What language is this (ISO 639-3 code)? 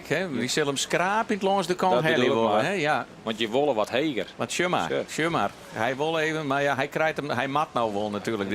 fry